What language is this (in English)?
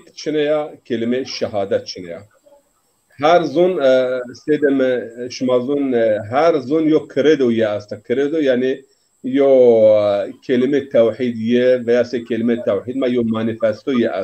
Zaza